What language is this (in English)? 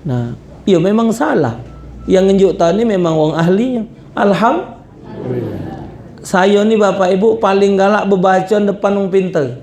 Musi